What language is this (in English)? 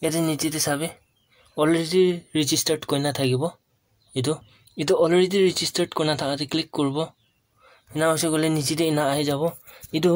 Naga Pidgin